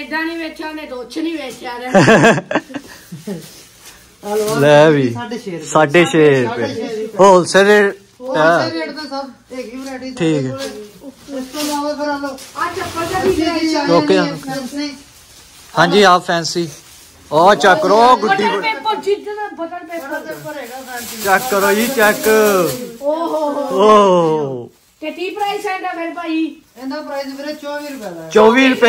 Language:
Punjabi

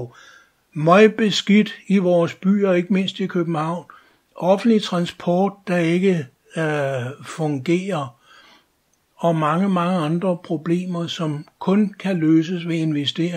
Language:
Danish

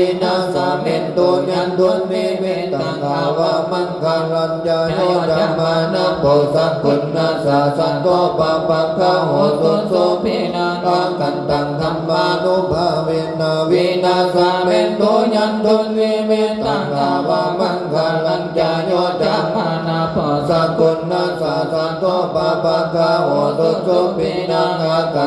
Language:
Pali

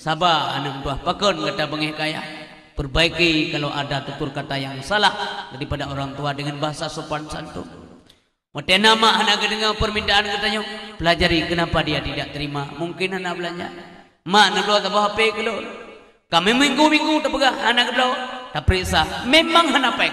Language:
Achinese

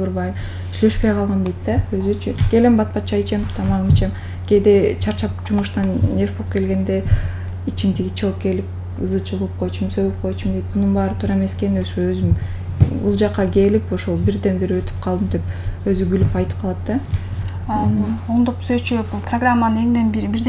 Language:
Kyrgyz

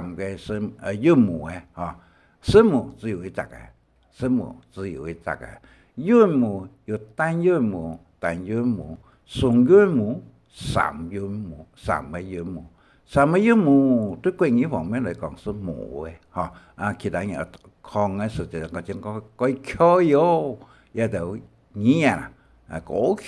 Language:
Hakka Chinese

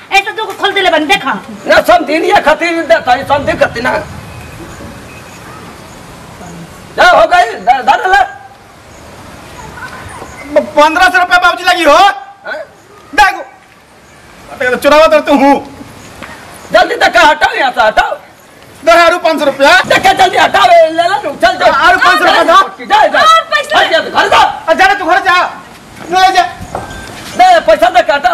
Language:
Bhojpuri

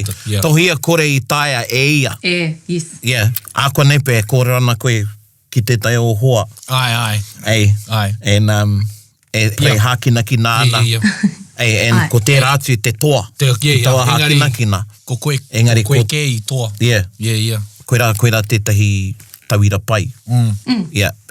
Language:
Māori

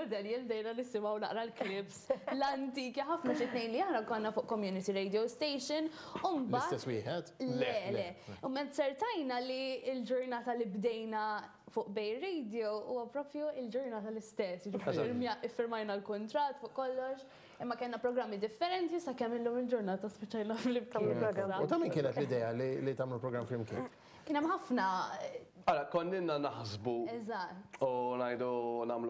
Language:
Maltese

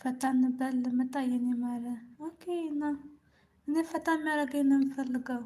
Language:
Amharic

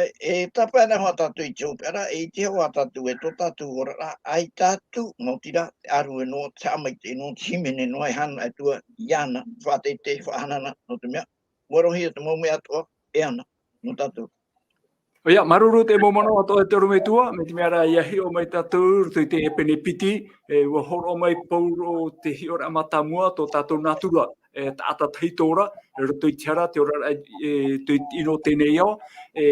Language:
Tahitian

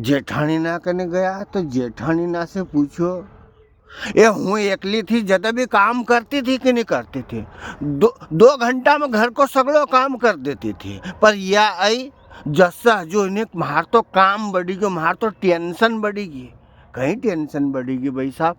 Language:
Rajasthani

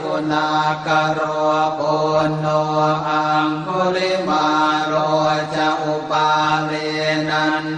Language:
Pali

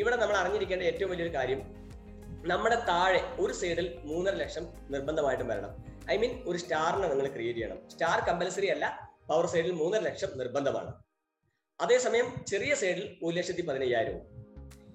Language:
Malayalam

